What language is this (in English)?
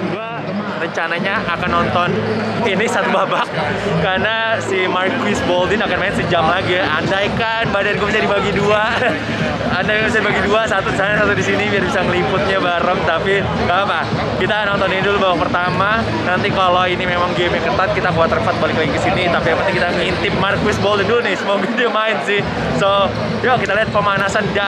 Indonesian